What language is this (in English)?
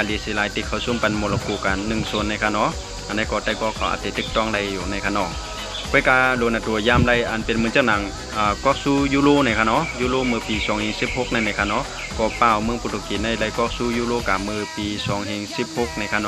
Shan